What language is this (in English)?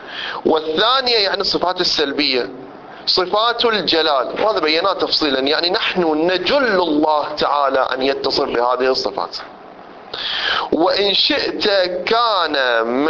Arabic